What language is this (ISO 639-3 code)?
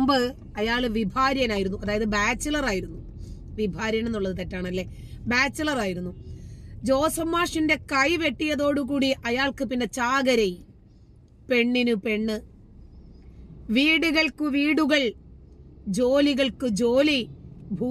mal